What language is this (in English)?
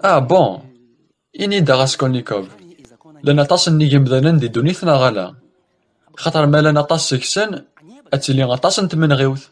Kabyle